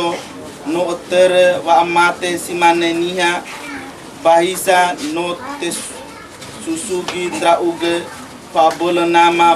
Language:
Nias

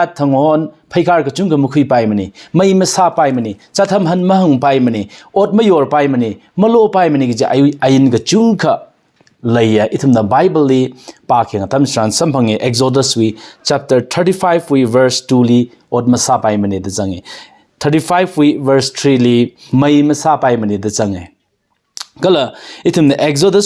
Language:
Tangkhul Naga (India)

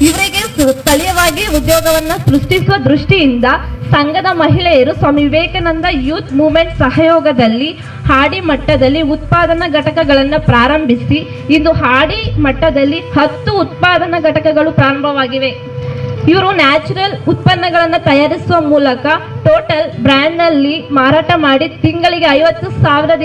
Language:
Kannada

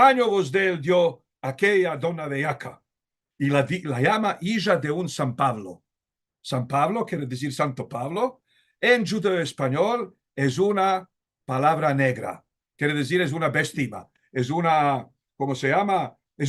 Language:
Ladino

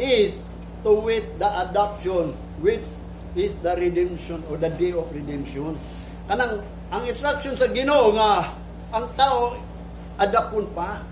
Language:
Cebuano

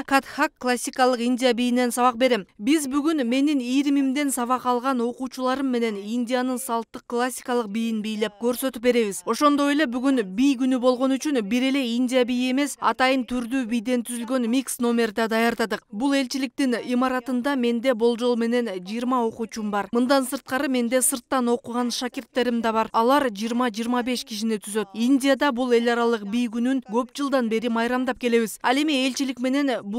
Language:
Kyrgyz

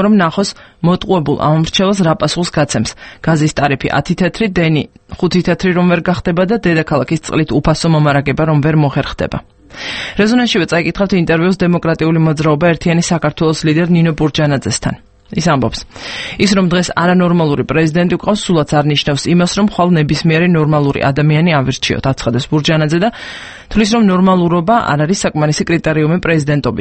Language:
Georgian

